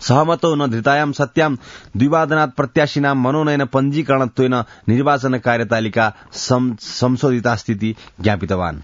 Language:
Sanskrit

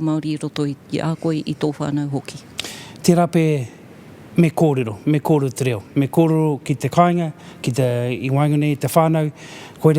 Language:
Māori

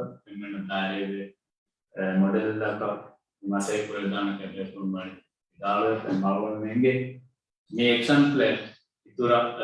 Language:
Divehi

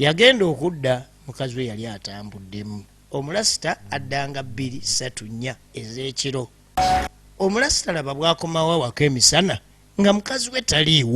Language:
Ganda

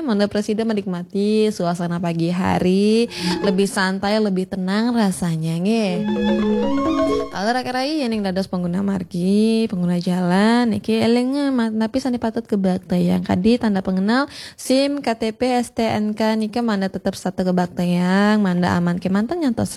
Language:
Balinese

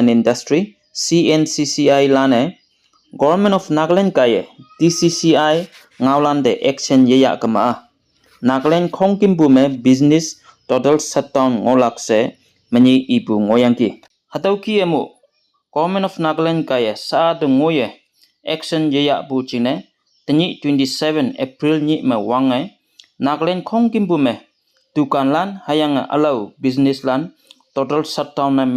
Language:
Konyak Naga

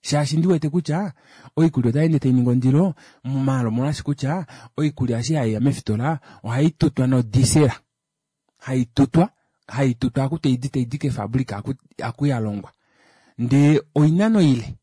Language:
Kuanyama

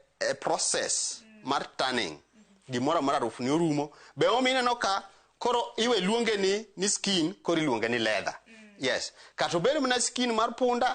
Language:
Luo (Kenya and Tanzania)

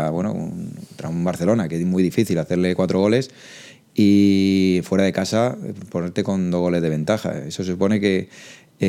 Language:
Spanish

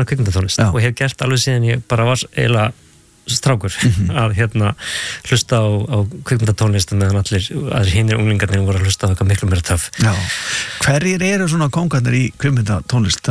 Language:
Icelandic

